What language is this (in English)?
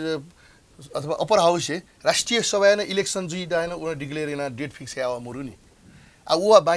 Newari